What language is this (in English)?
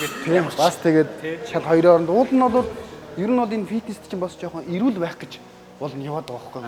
Mongolian